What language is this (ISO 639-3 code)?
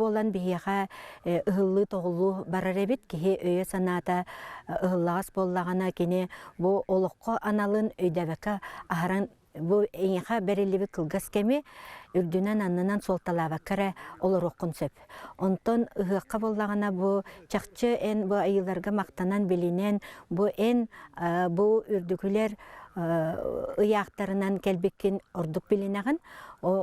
sah